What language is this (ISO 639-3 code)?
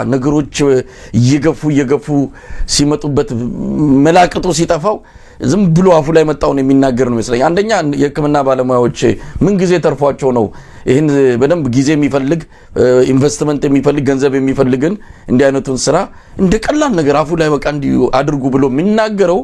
amh